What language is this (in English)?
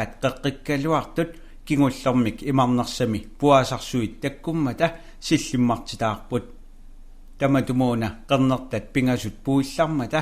Kalaallisut